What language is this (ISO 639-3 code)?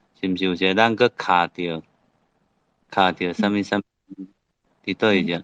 nan